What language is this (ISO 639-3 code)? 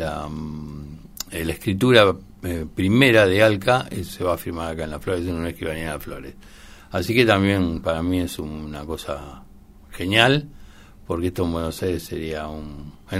spa